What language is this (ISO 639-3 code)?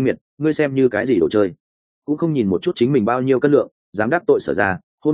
vie